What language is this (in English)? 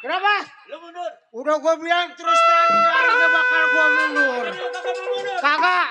Betawi